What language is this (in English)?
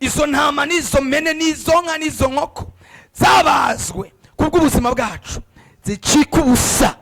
Rundi